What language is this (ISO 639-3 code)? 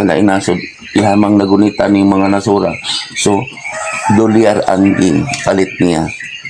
ceb